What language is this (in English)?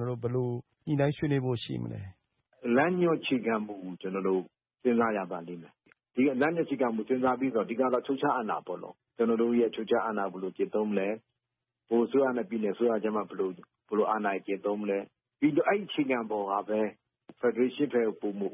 Burmese